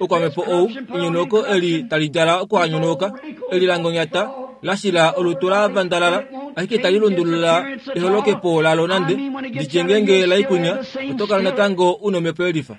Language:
Kuanyama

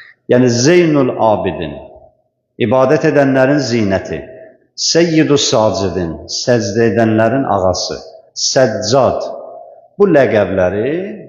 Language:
Azerbaijani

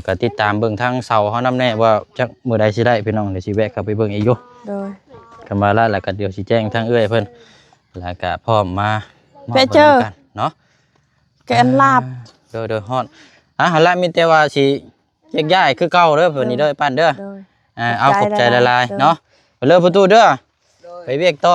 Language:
Lao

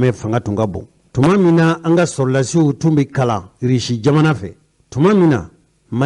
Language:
Bambara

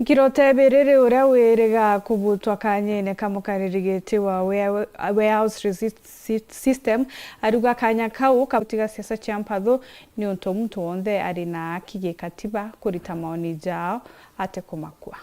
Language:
Meru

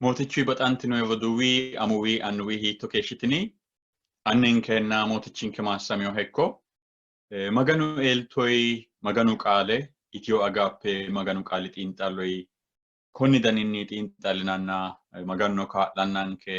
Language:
Sidamo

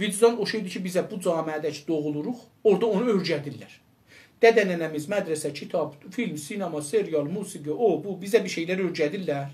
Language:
South Azerbaijani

